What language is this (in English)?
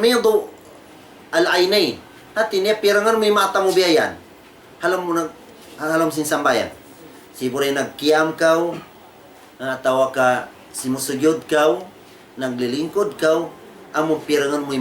Tausug